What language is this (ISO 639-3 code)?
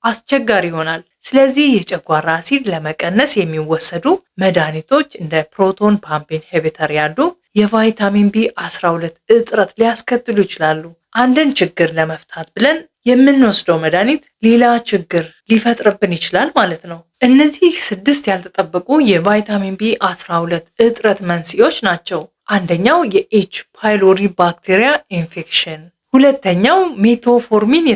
amh